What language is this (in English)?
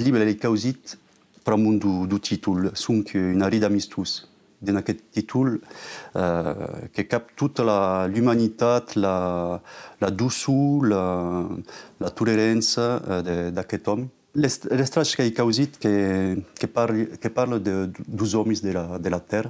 Occitan